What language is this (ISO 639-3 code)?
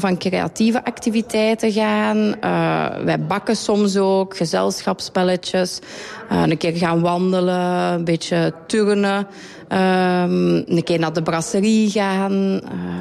nld